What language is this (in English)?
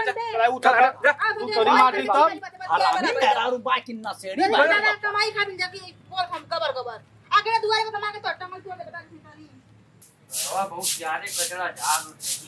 Bhojpuri